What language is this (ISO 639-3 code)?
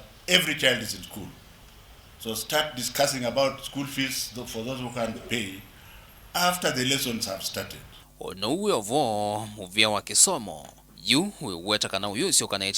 kam